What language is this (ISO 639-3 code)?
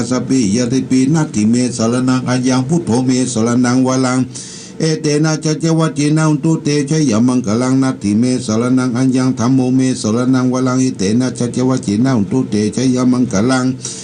pli